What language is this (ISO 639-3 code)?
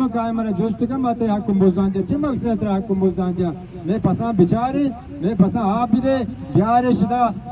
bal